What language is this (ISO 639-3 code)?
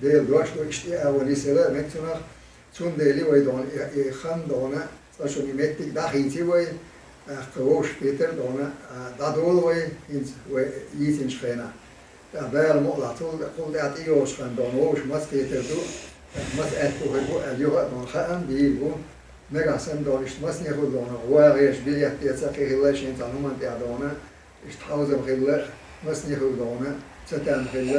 che